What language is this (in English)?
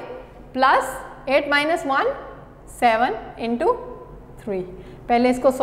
Hindi